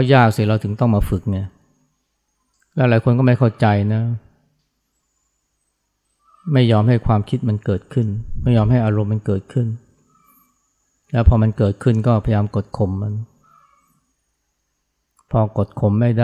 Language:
Thai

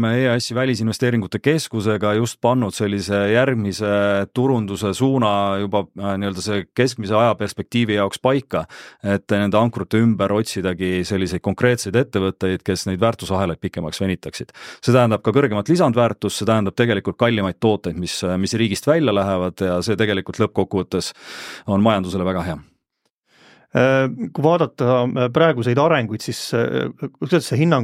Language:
Estonian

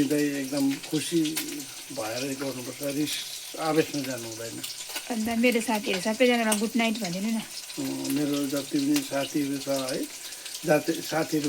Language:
Nepali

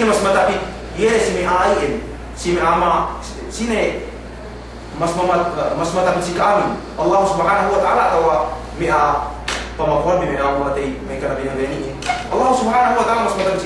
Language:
Yakan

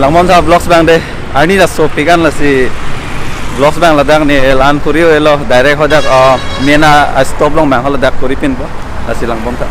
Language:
Karbi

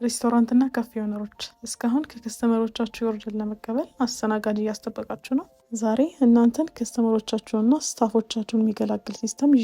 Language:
Amharic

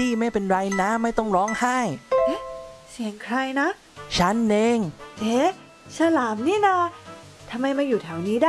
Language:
Thai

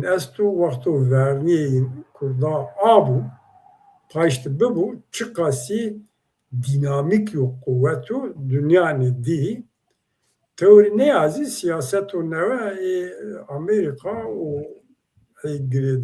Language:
Zaza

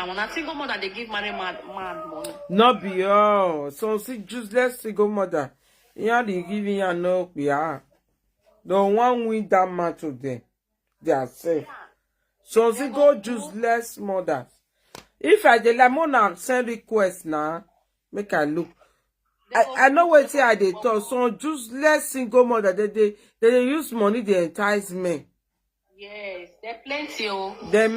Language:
Nigerian Pidgin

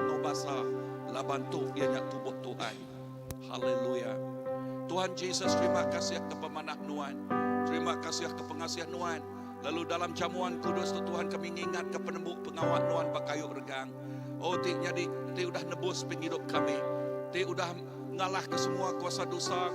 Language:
Iban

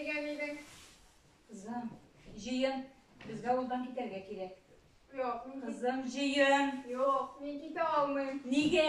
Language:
Tatar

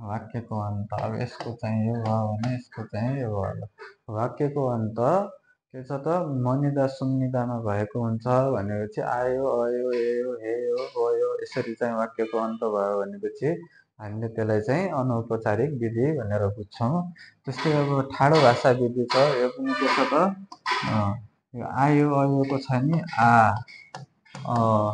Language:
Nepali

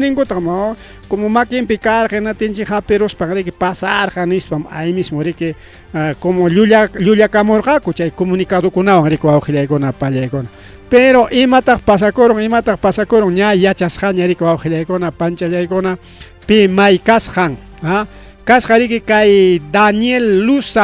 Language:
Ayacucho Quechua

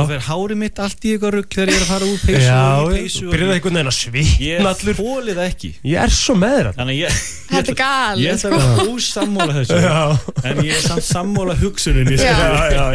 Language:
Icelandic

